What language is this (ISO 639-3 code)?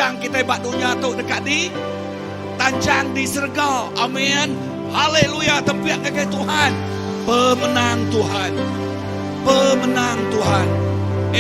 iba